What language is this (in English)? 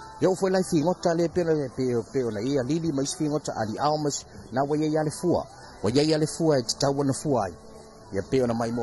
Samoan